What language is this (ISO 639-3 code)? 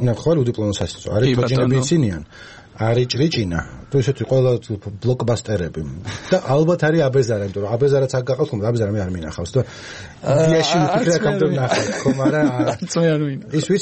kat